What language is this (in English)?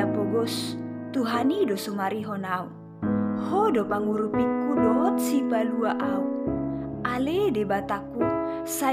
Batak Toba